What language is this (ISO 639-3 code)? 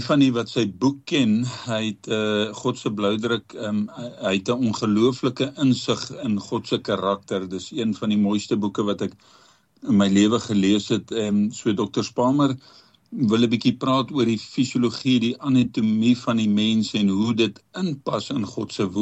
afr